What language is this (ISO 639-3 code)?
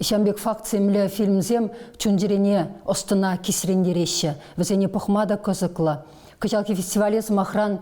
chv